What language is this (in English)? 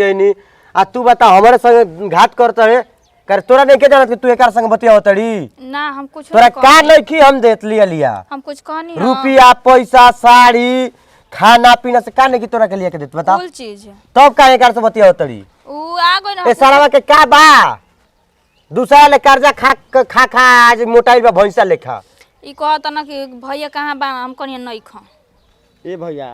Bhojpuri